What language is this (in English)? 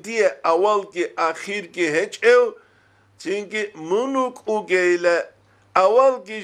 Avaric